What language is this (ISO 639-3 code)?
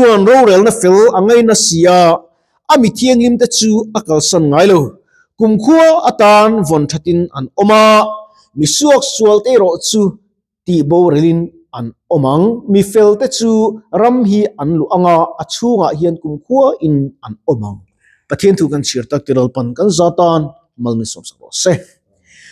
lus